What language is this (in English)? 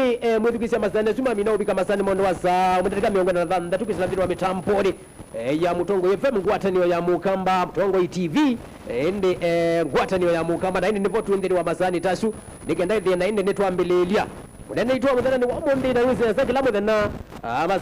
Kamba